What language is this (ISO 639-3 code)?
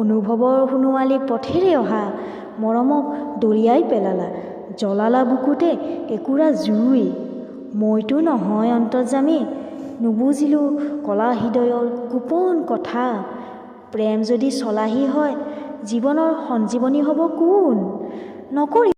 asm